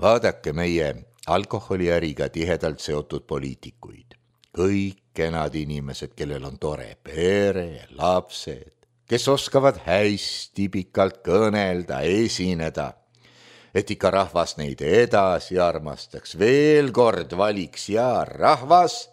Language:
Estonian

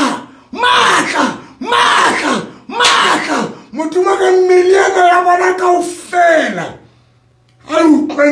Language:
Southern Sotho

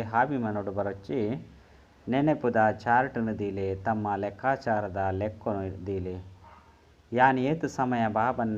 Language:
Tulu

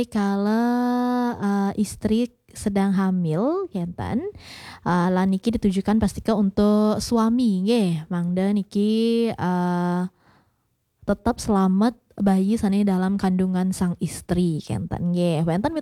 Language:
Balinese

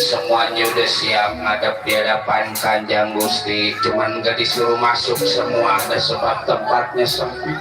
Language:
Betawi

